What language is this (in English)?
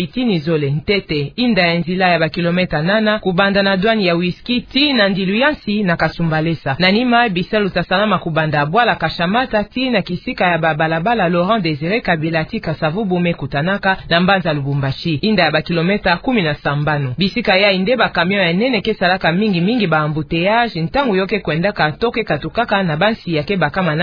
Kituba (Democratic Republic of Congo)